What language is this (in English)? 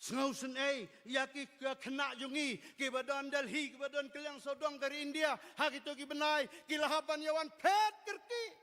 Khasi